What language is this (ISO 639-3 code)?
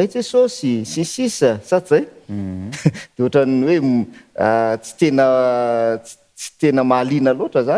mlg